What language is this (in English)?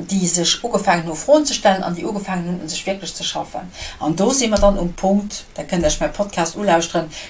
Luxembourgish